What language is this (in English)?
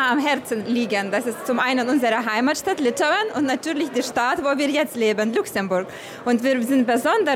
Luxembourgish